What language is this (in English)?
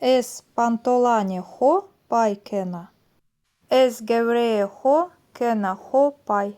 Zaza